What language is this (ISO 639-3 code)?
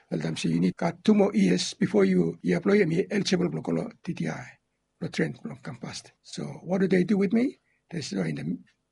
bis